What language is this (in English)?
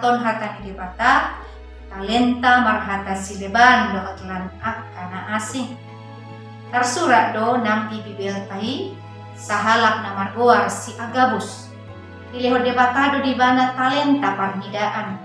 Batak Toba